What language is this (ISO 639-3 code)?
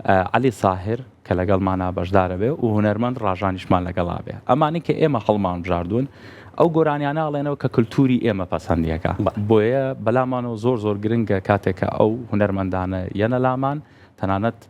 ckb